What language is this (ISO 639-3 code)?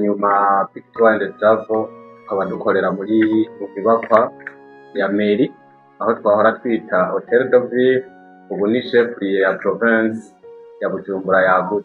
run